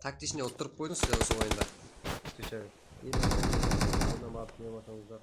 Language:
Kara-Kalpak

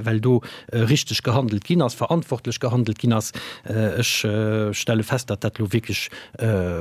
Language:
Luxembourgish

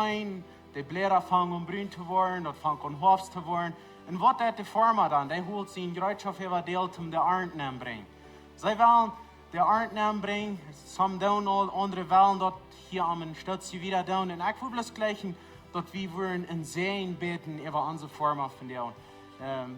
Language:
Plautdietsch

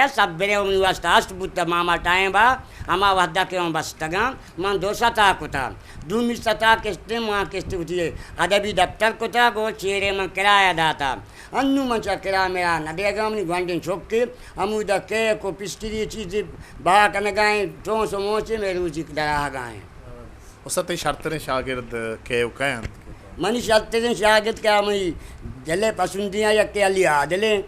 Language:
Eastern Balochi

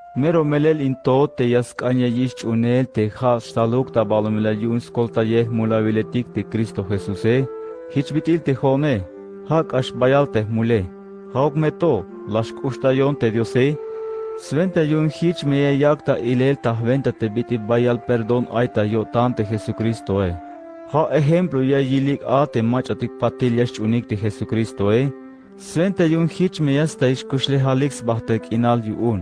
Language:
Tzeltal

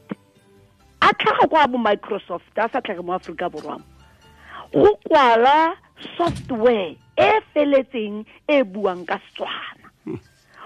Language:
Tswana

